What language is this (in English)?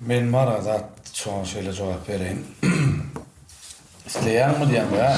Turkmen